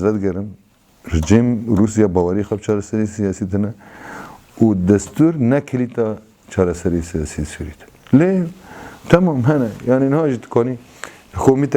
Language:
Kurdish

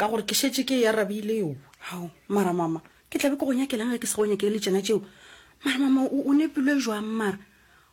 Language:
Northern Sotho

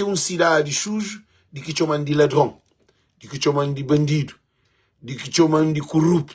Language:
Kabuverdianu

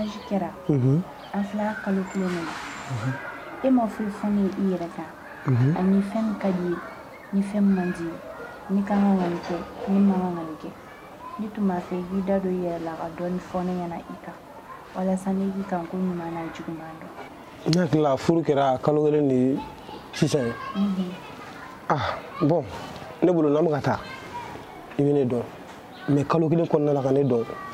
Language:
Bambara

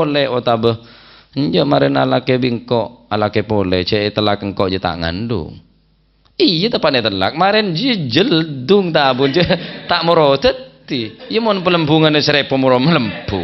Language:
Madurese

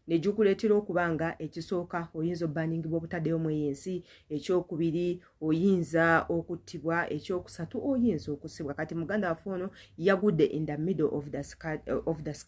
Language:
Ganda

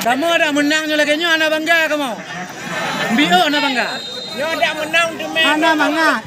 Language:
Achinese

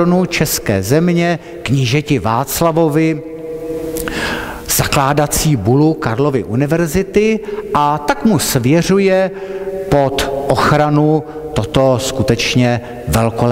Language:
Czech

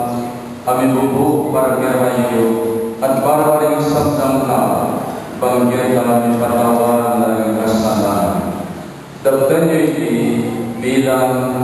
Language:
Pampanga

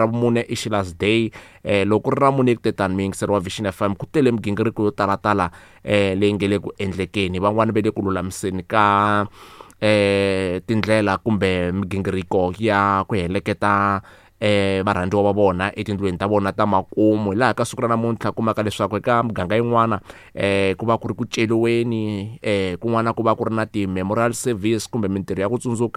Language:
Tsonga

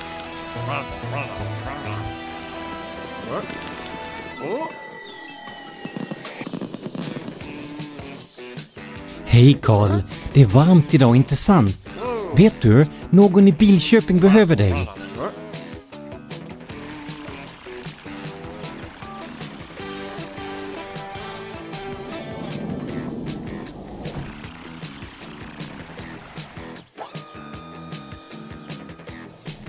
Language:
Swedish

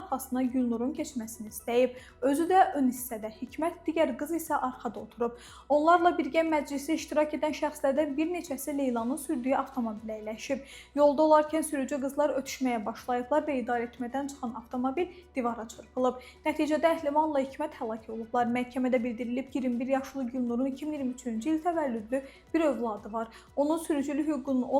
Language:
Azerbaijani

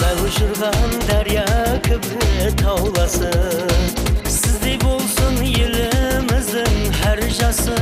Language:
Kara-Kalpak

